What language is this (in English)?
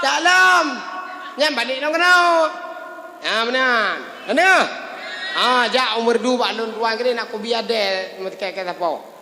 Achinese